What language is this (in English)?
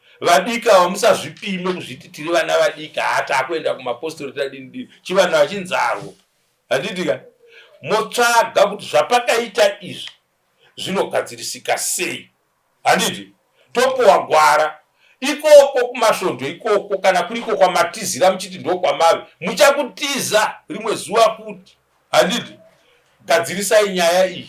Shona